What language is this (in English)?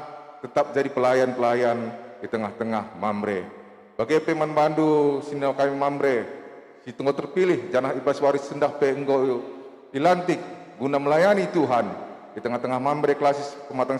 Batak Karo